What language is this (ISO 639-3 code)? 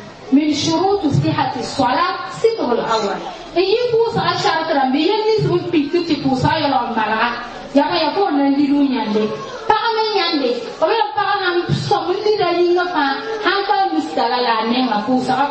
mos